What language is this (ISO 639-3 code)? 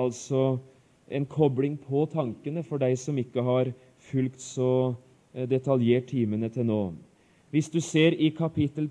nor